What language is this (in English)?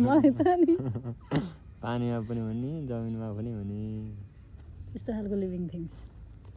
Nepali